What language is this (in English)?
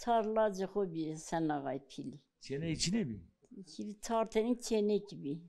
Zaza